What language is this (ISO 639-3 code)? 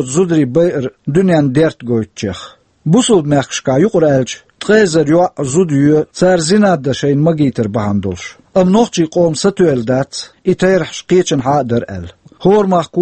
che